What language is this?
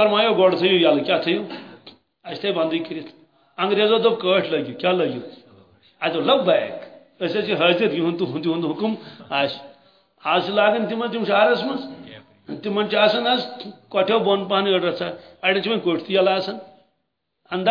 Kashmiri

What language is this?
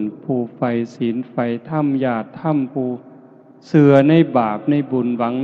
Northeastern Thai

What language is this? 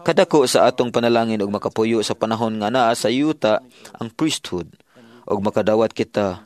Cebuano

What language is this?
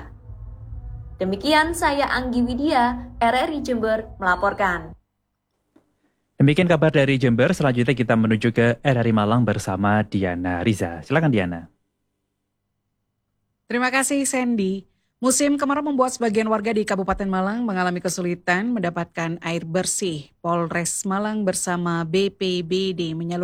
Indonesian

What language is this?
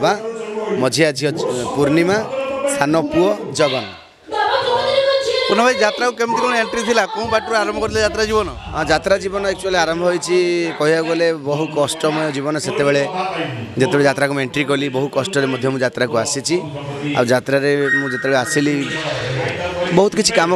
Odia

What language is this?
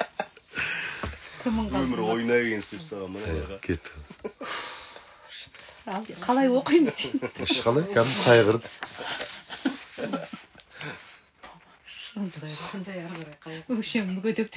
Kazakh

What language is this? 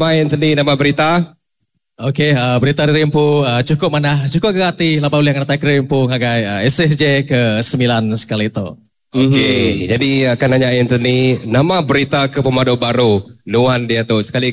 Iban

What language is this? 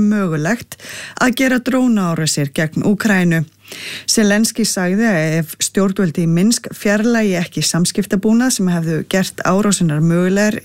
Icelandic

